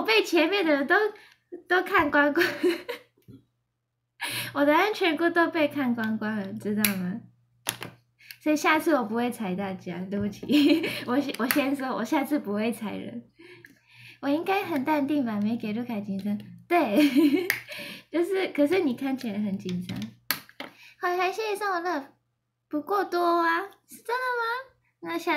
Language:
Chinese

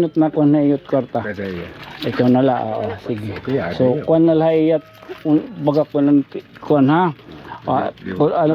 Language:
Waray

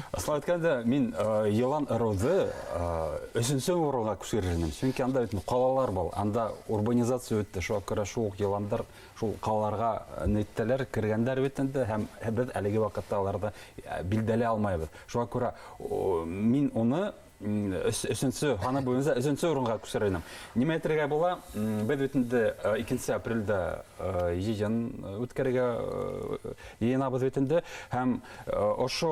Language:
Bashkir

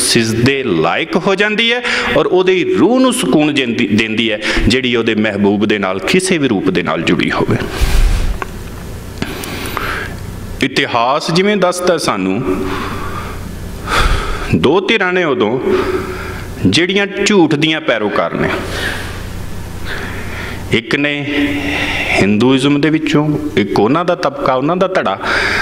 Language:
Punjabi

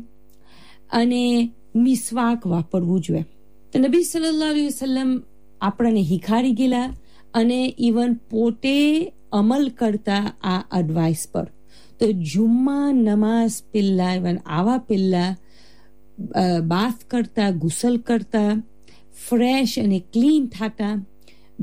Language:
Gujarati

